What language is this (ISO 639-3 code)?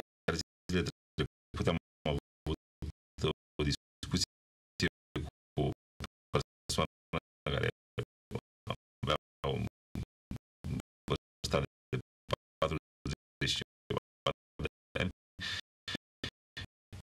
ron